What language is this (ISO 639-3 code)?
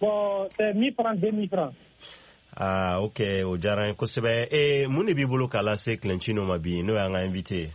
bam